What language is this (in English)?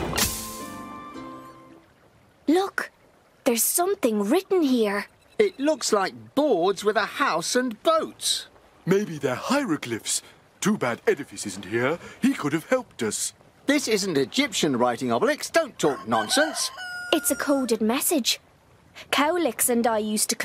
English